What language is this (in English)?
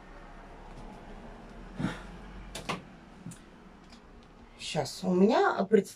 Russian